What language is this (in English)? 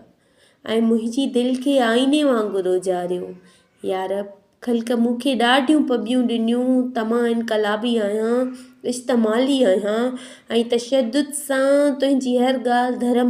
Sindhi